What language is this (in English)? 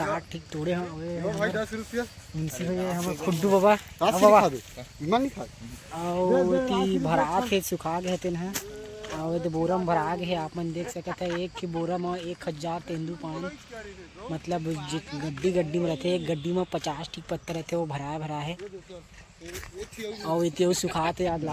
Chhattisgarhi